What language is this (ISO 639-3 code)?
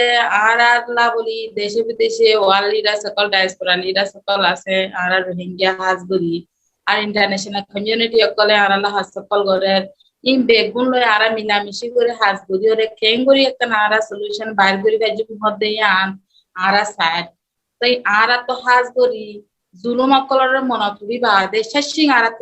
rhg